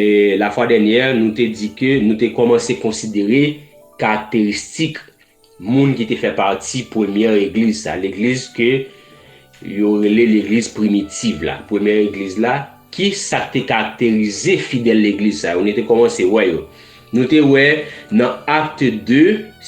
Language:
Haitian Creole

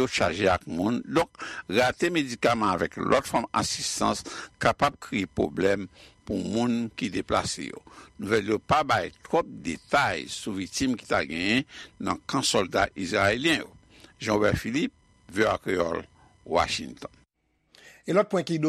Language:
Haitian Creole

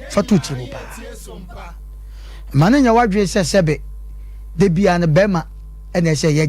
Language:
Akan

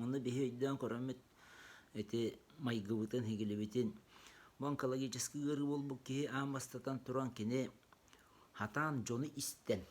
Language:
Yakut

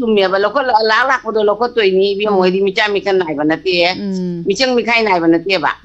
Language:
Manipuri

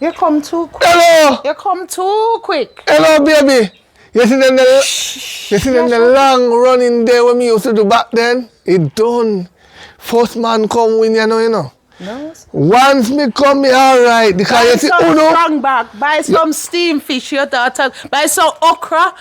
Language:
Jamaican Creole English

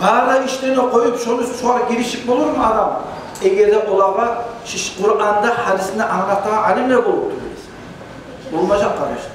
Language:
Kumyk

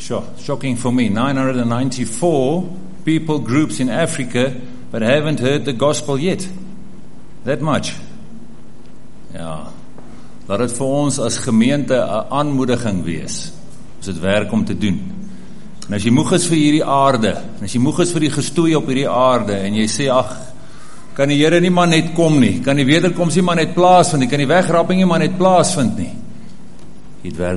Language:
Afrikaans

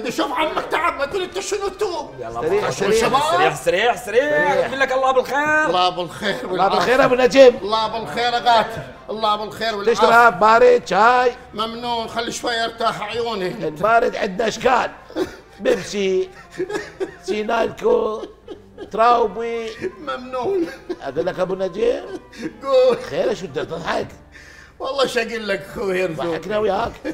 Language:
Mesopotamian Arabic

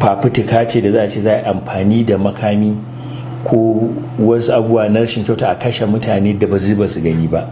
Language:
Hausa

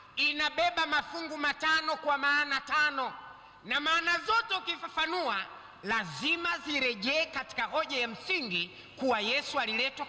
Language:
Swahili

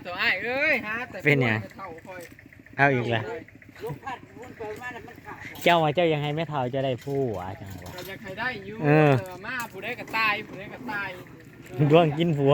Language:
Northeastern Thai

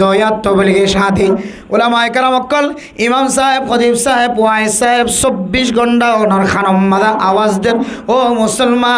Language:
Rohingya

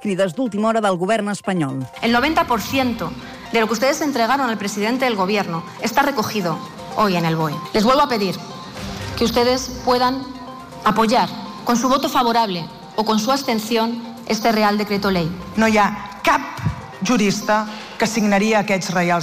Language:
Catalan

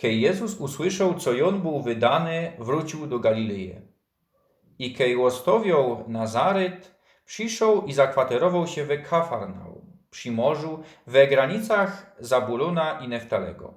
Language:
Silesian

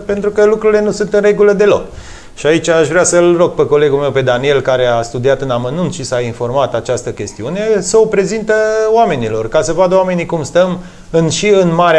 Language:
Romanian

